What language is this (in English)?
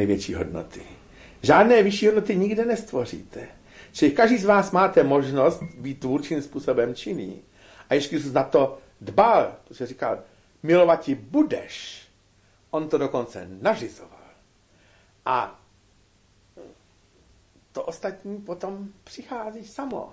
Czech